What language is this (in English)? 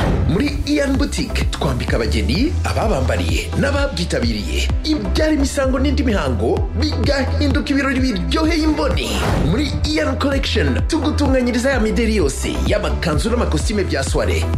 Kinyarwanda